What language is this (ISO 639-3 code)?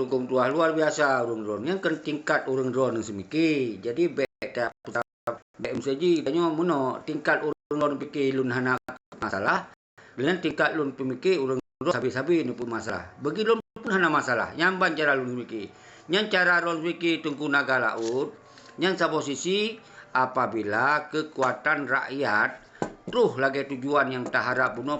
ace